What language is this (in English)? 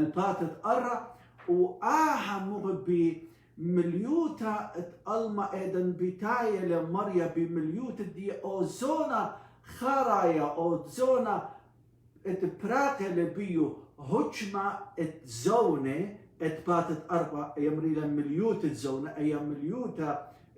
Assyrian Neo-Aramaic